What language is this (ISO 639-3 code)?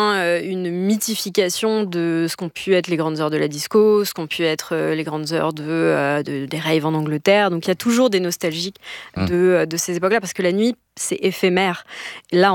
fra